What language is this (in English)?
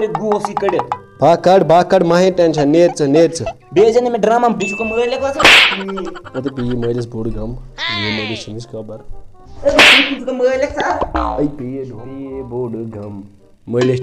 Kashmiri